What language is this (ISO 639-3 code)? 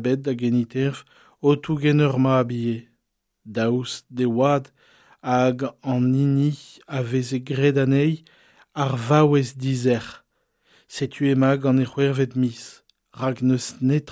bre